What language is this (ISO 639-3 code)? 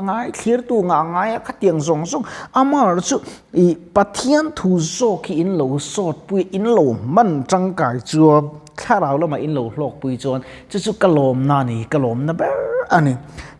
lus